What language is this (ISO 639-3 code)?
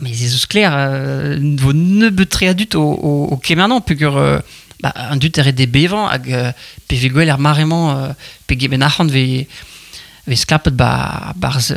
bre